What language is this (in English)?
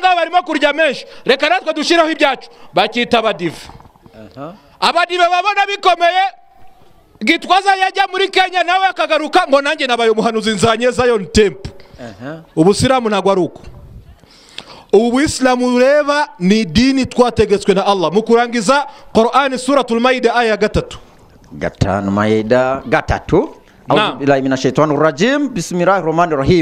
Kinyarwanda